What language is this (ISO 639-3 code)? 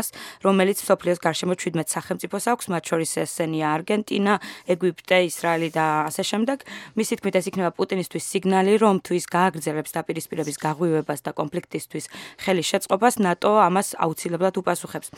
kat